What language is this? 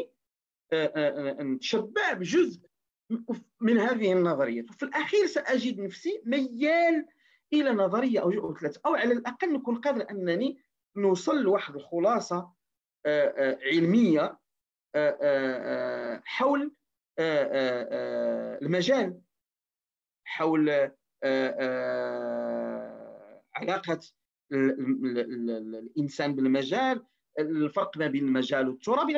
Moroccan Arabic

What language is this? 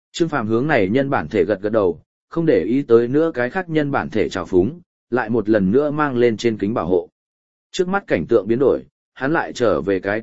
Vietnamese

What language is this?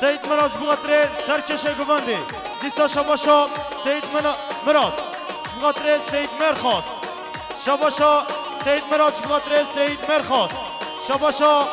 Kurdish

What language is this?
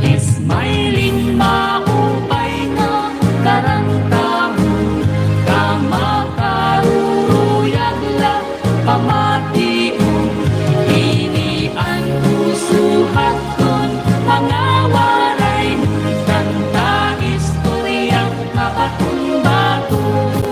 Waray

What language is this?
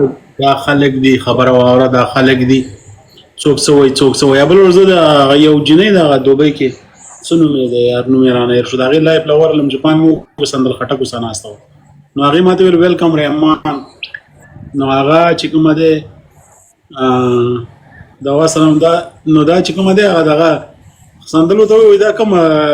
Pashto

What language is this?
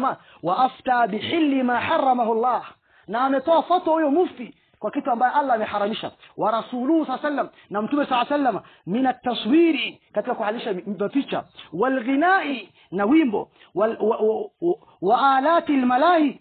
Swahili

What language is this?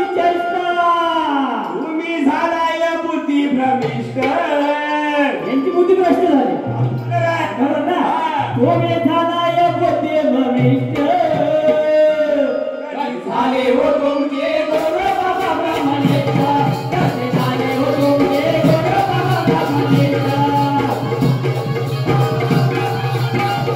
Marathi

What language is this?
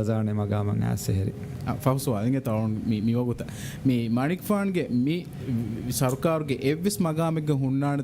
Divehi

